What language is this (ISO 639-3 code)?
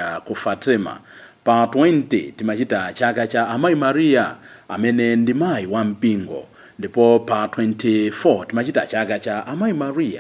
nya